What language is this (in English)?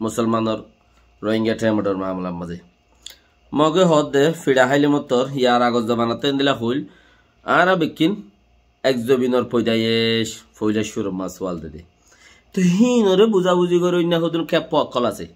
Rohingya